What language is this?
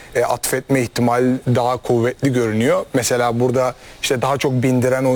Turkish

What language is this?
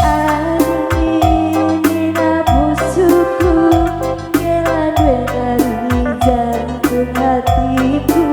Batak Karo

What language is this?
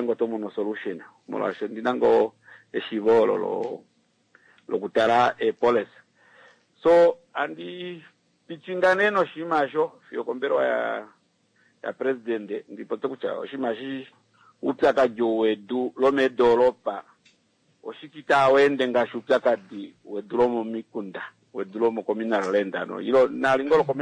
Kuanyama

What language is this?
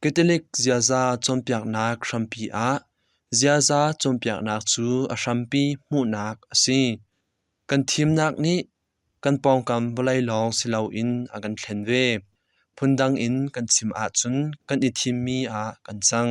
Hakha Chin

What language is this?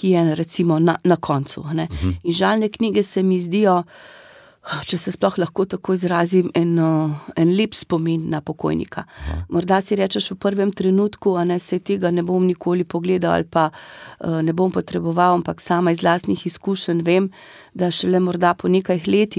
Slovenian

